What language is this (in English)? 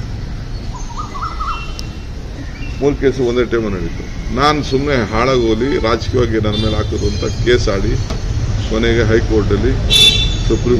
Kannada